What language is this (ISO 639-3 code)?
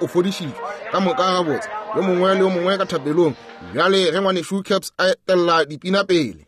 nso